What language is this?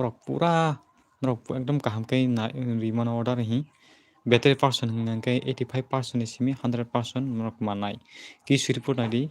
Kok Borok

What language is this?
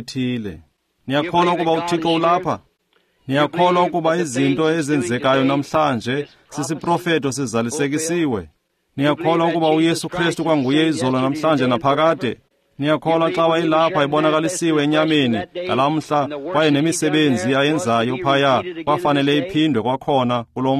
Xhosa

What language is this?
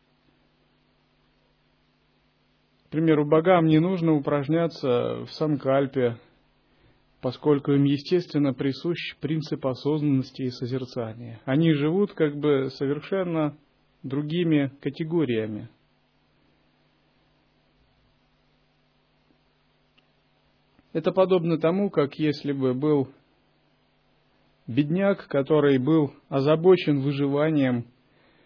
Russian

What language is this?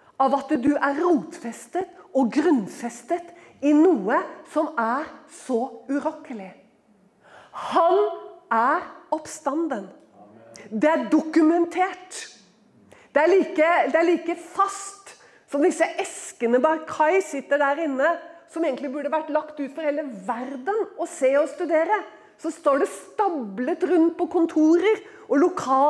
Norwegian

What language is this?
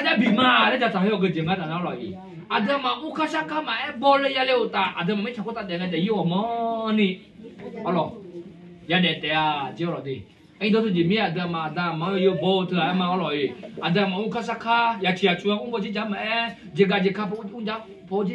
Akha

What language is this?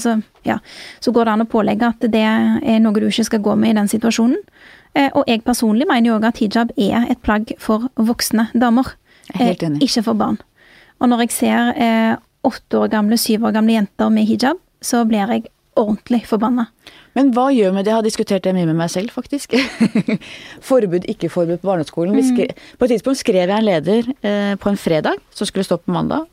Norwegian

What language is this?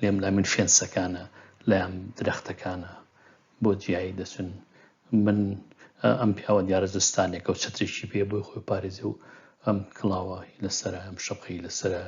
Central Kurdish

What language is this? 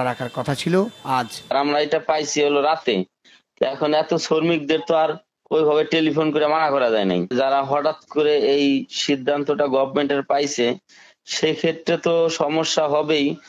Bangla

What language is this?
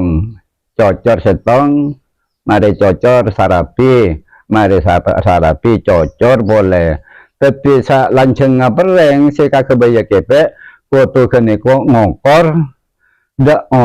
Madurese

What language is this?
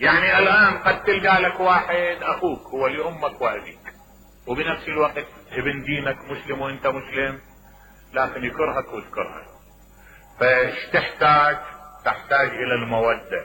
Mesopotamian Arabic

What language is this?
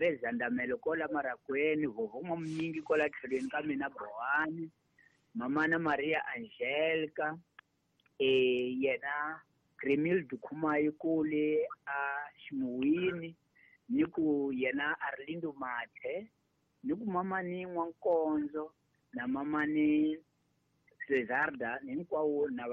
Tsonga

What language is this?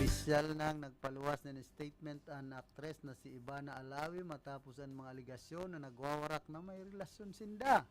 Bikol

